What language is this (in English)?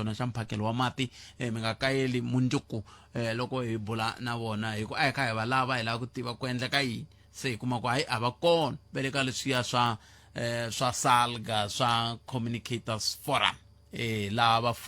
Tsonga